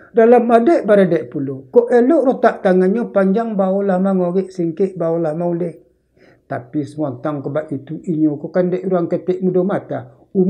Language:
Minangkabau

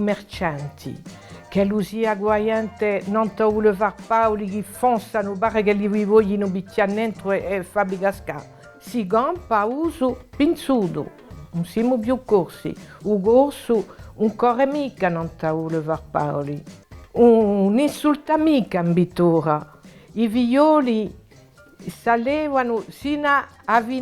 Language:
Corsican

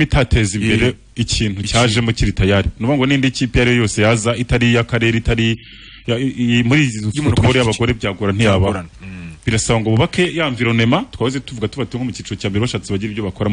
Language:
Kinyarwanda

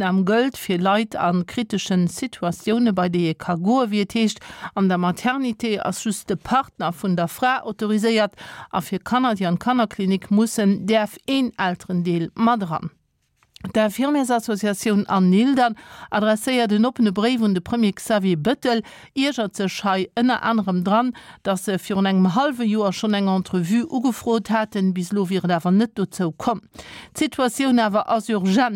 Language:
Luxembourgish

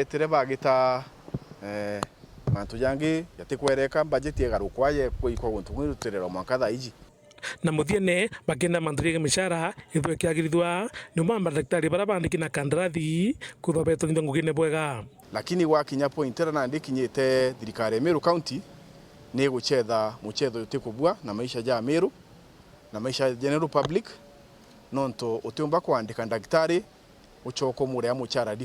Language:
Meru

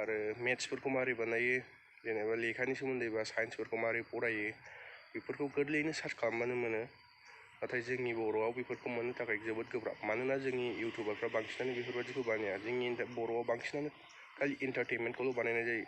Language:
Bodo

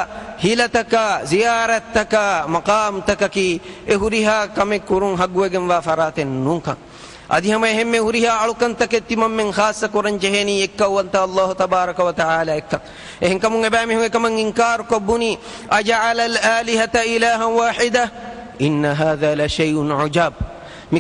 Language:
Divehi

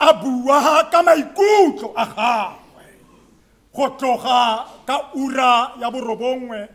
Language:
Tswana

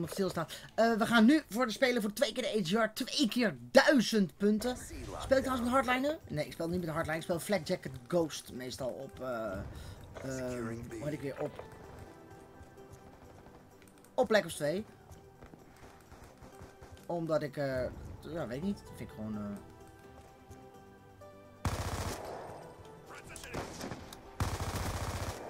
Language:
Dutch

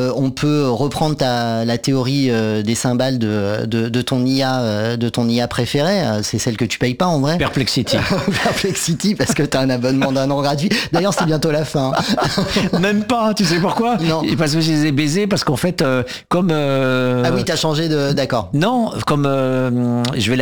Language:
French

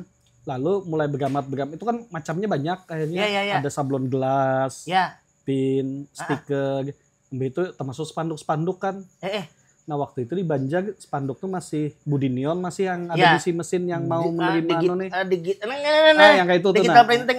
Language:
Banjar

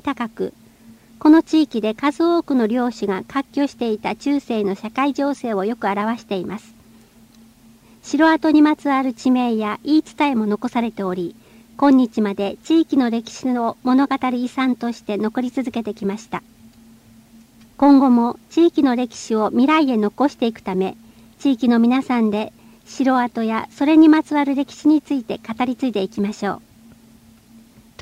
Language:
Japanese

